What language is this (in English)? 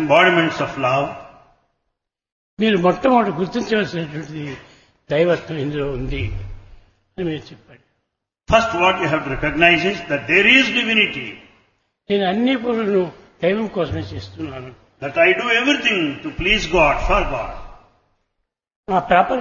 Telugu